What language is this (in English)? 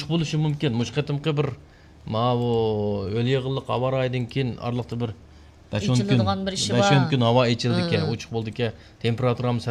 Uyghur